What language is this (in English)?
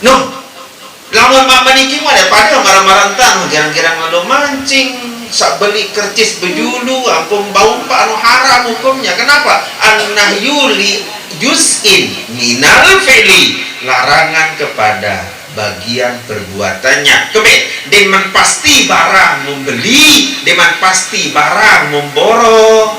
Sasak